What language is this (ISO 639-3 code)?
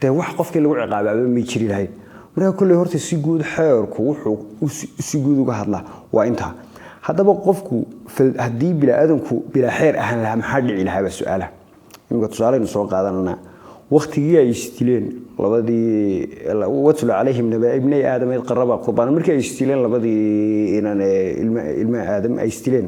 som